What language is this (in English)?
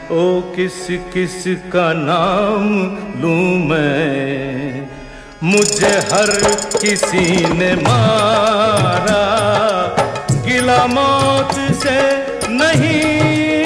Hindi